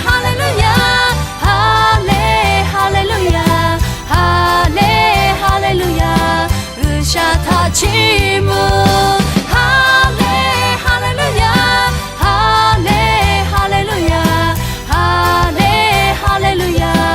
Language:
Lahu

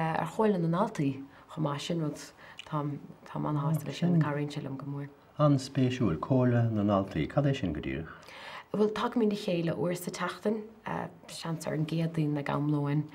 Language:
Irish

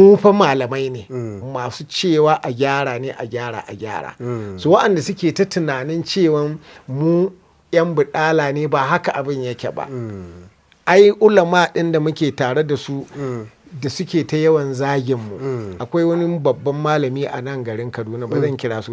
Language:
Hausa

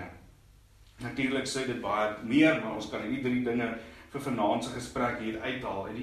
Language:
Afrikaans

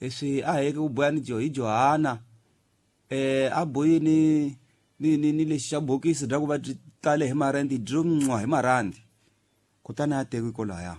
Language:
Tsonga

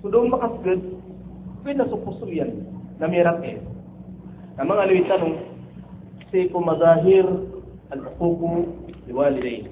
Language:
Maranao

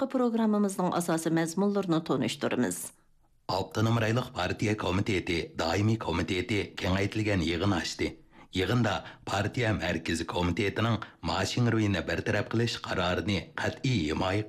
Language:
Uyghur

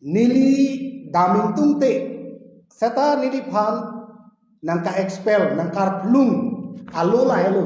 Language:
Karbi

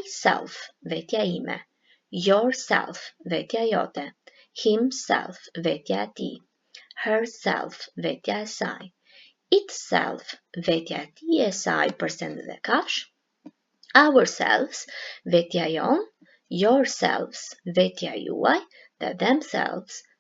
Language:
Albanian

